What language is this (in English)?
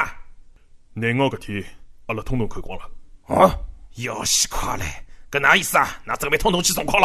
Wu Chinese